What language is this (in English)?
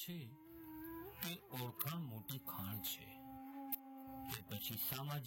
Gujarati